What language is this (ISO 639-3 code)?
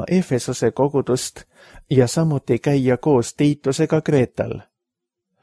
est